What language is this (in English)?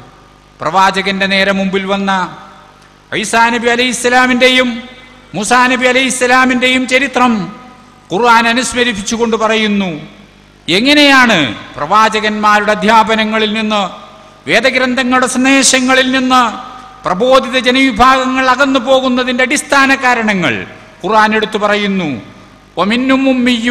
Malayalam